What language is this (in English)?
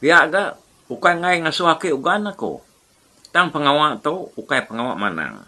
Iban